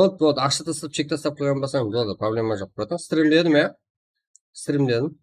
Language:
Kara-Kalpak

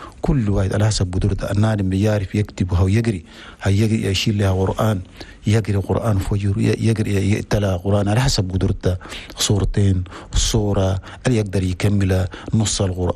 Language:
Chadian Arabic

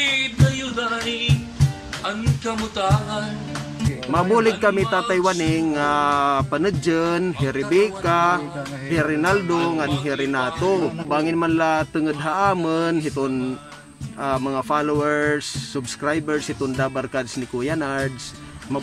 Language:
Waray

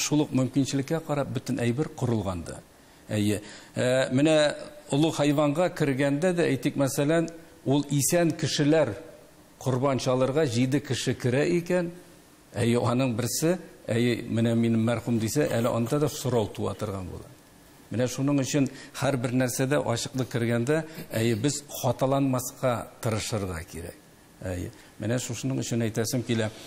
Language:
Tatar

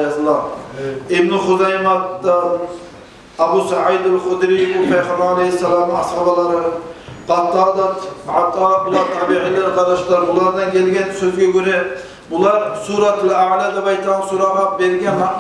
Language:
Kumyk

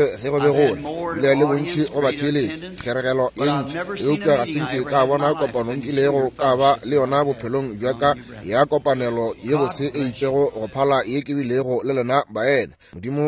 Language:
Northern Sotho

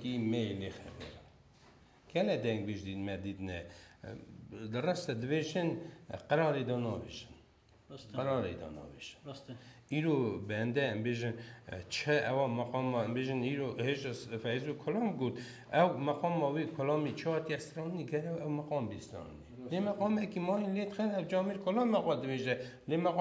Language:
Kurdish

